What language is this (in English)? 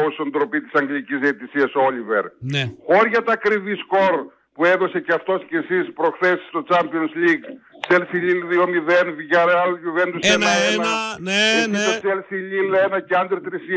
Greek